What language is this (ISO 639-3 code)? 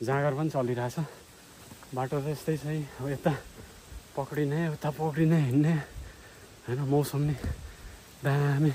nep